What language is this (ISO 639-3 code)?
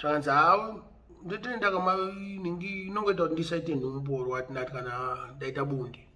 sna